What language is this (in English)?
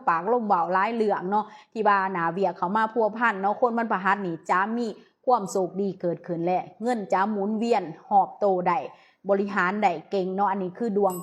Lao